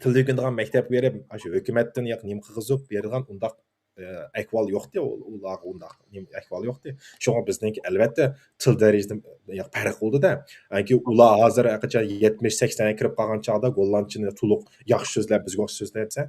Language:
Uyghur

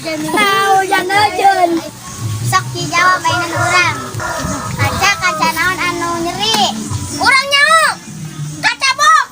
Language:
Sundanese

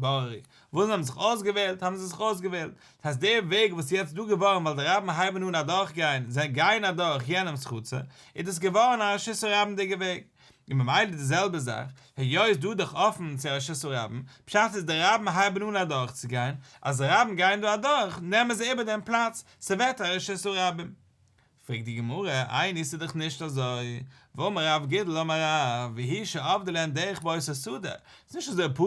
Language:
Yiddish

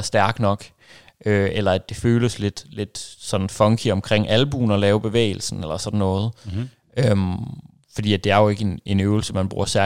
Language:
Danish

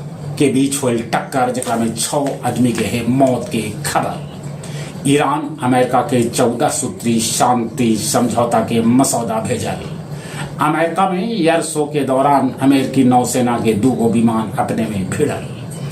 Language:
Magahi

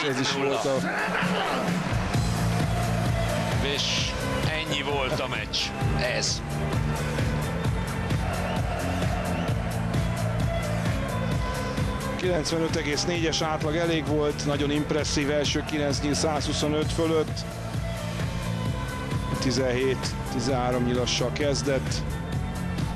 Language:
Hungarian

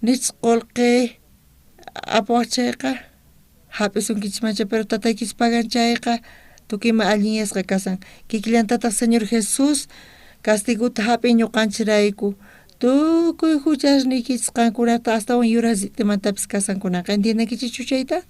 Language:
South Bolivian Quechua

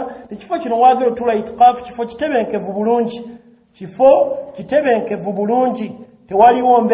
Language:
Ganda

